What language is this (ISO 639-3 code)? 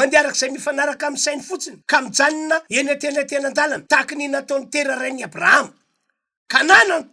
mlg